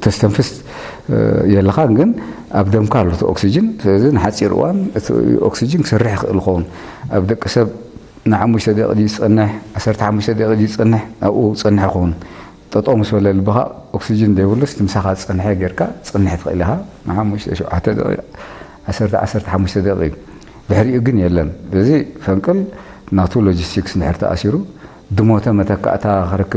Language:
Tigrinya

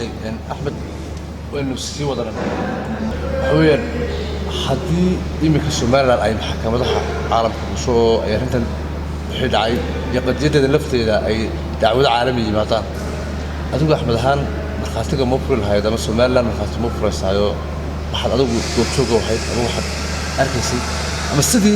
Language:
Somali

